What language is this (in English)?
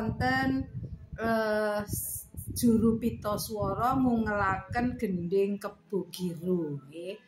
Javanese